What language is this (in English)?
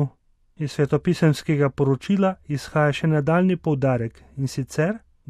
Slovenian